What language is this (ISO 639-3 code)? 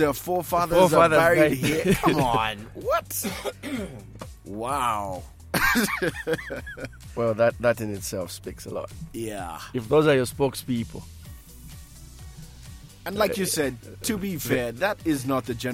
eng